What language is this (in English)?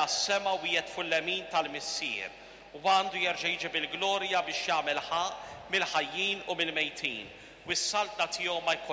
Maltese